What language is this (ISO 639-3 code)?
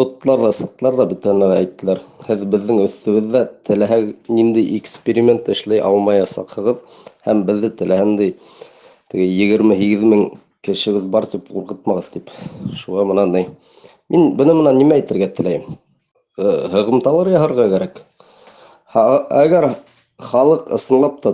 bak